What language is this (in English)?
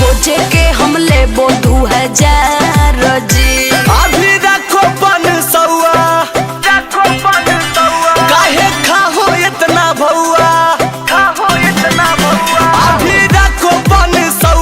Magahi